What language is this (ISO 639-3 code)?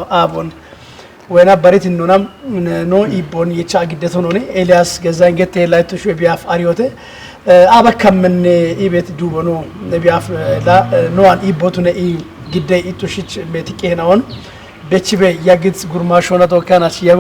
kbr